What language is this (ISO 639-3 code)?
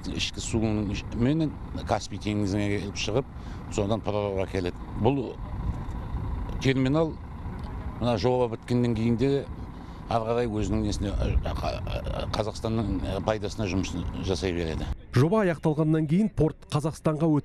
kaz